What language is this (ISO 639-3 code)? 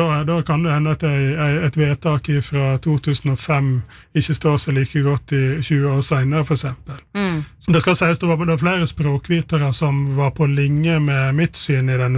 nor